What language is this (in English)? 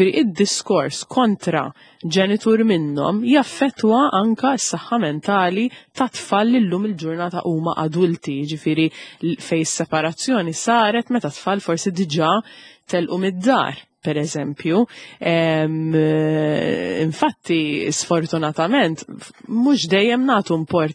Maltese